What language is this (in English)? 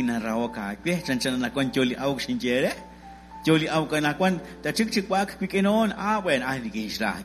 Kekchí